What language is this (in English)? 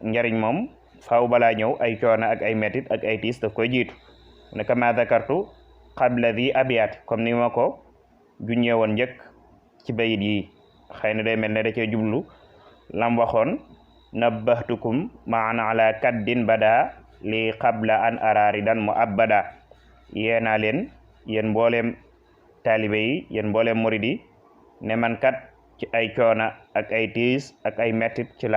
Wolof